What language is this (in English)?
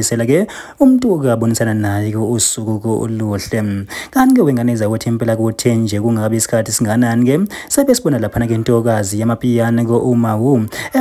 Zulu